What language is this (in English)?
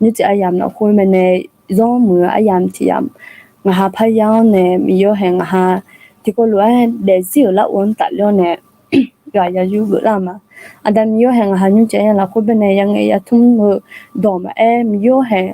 Akha